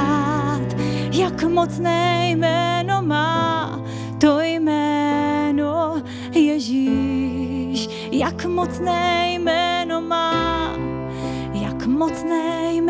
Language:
Czech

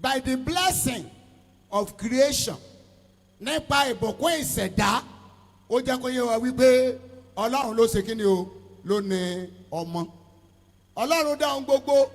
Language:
Yoruba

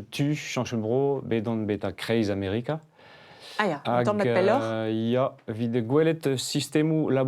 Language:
Breton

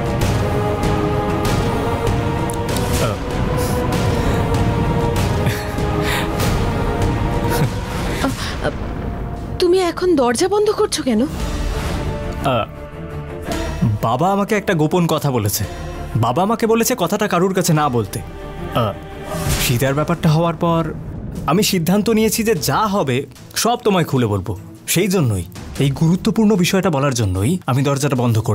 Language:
Bangla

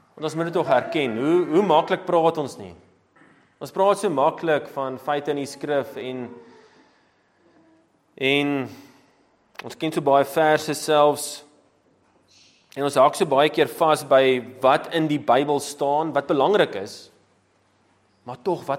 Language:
Afrikaans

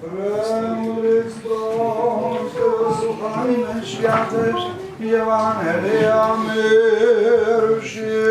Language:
Rusyn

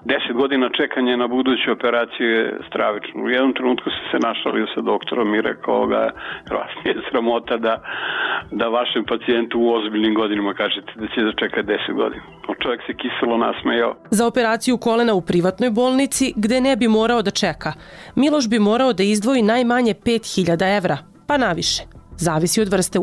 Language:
Serbian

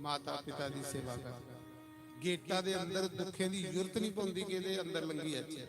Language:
Dogri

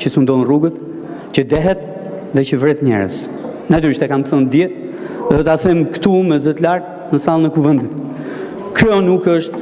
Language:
Albanian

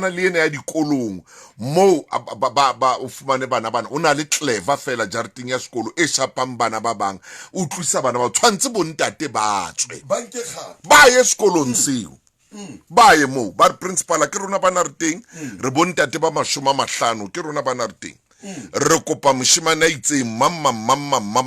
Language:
Southern Sotho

